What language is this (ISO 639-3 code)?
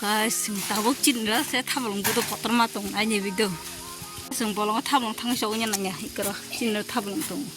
trp